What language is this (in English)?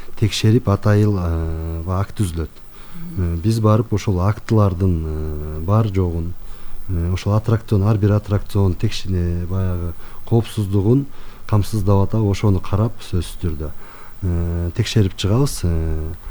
Kyrgyz